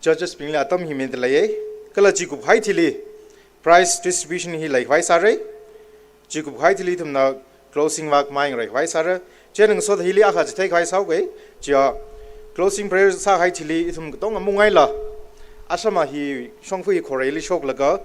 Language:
Tangkhul Naga (India)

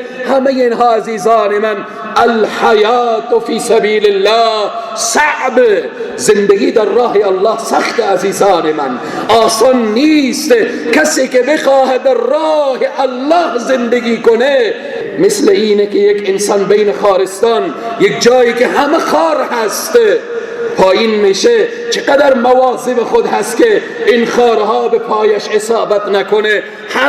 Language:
Persian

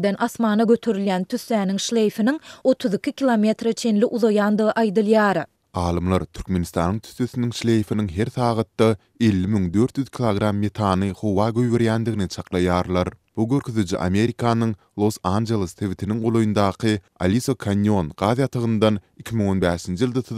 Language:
Turkmen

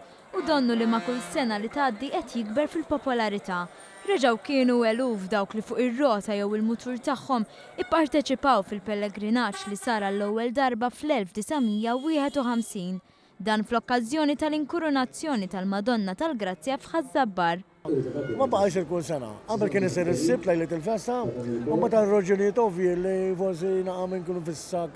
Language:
Maltese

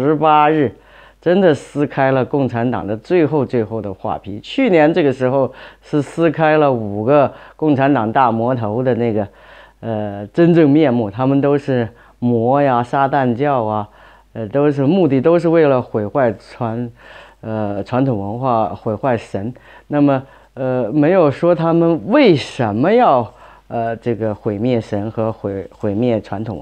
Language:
Chinese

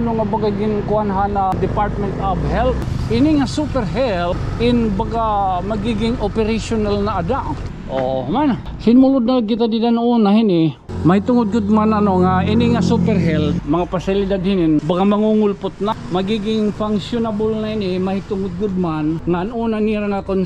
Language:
Waray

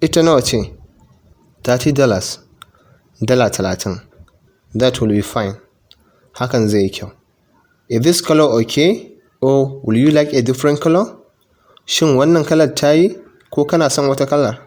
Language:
Hausa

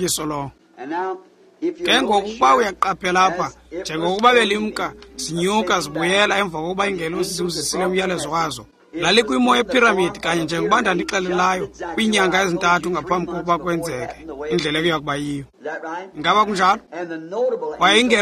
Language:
Xhosa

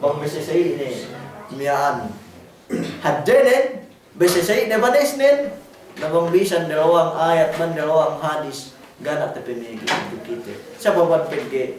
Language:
Yakan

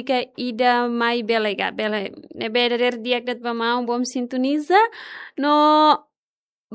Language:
Tetum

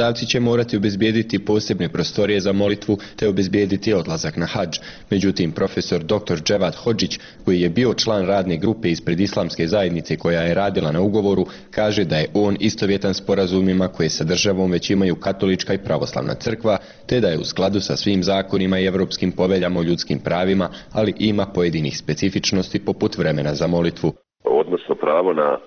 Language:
Bosnian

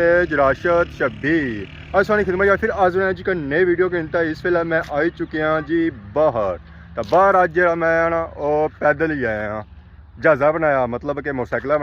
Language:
Pahari-Potwari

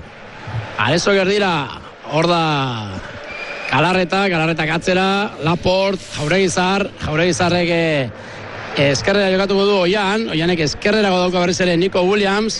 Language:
Basque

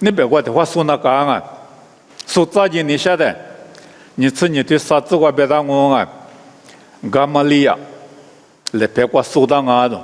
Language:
Lisu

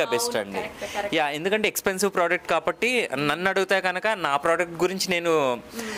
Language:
Telugu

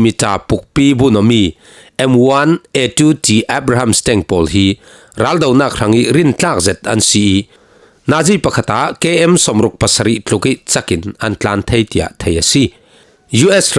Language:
Falam Chin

